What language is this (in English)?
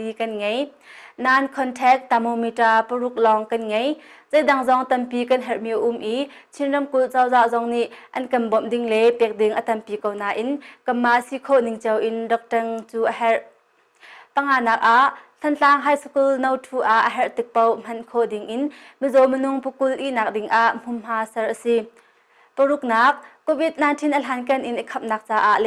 Hakha Chin